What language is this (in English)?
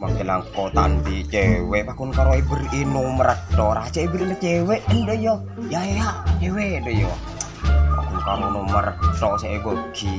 Madurese